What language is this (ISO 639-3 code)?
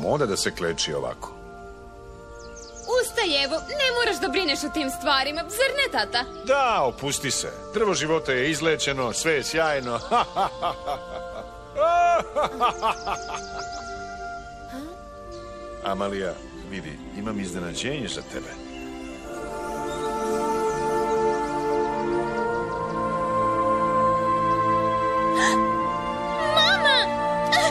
srp